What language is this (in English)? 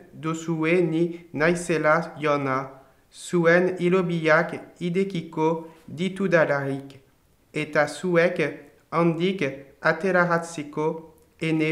Basque